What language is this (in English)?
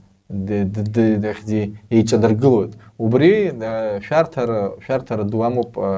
Abkhazian